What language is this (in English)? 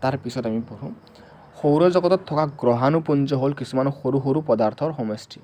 Assamese